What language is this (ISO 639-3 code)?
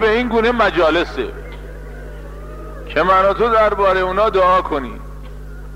fas